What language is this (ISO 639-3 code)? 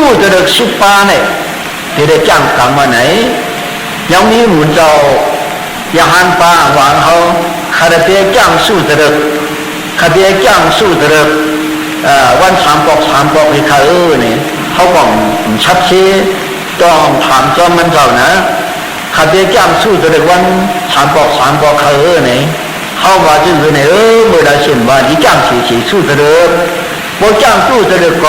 shn